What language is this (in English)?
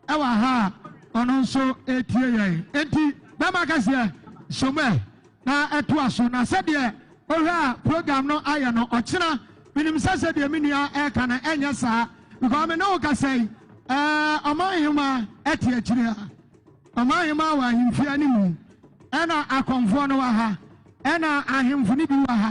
Akan